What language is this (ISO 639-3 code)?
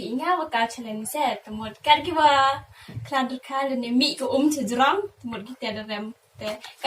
kha